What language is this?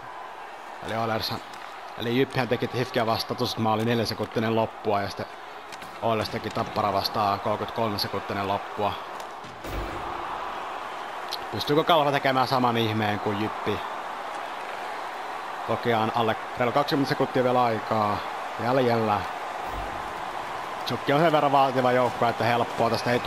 Finnish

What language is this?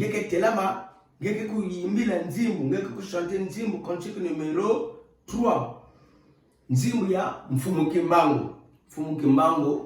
Kituba (Democratic Republic of Congo)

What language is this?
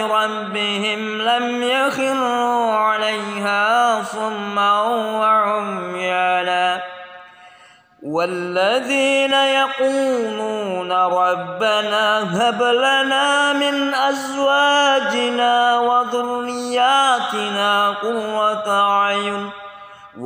Arabic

